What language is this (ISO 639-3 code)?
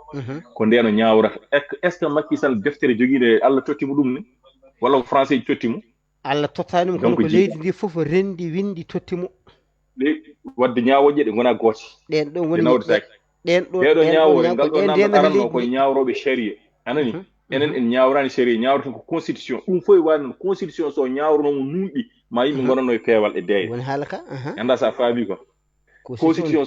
ful